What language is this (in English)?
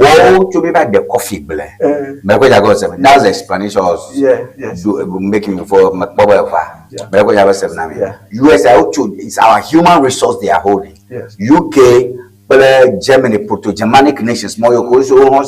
Ewe